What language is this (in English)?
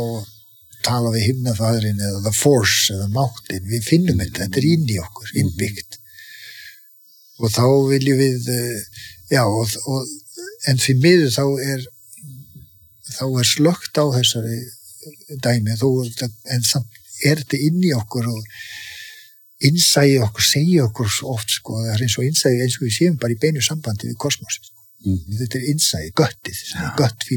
Icelandic